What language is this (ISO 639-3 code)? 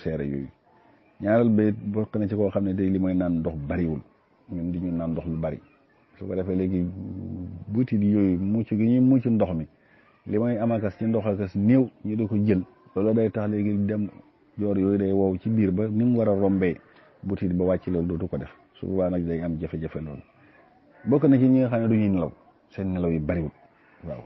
wol